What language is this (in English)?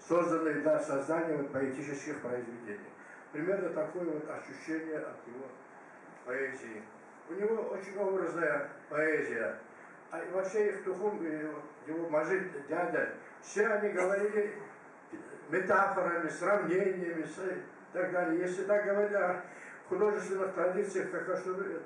Kumyk